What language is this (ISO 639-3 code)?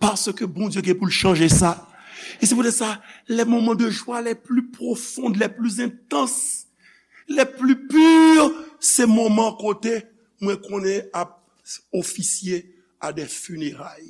hat